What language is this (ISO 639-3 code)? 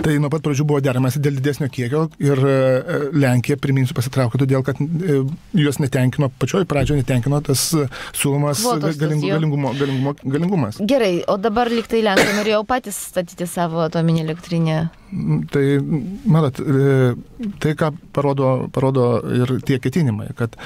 lit